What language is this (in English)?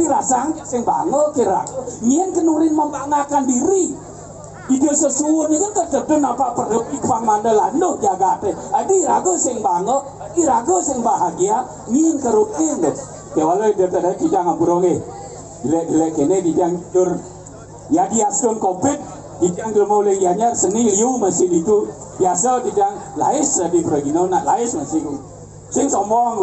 Balinese